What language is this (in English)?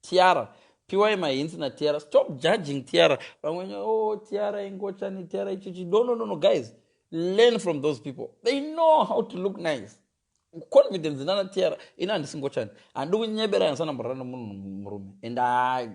Shona